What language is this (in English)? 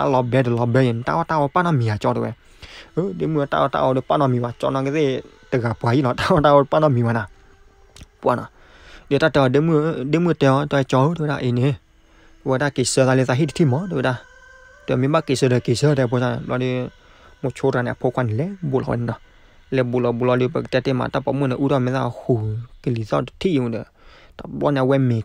S'gaw Karen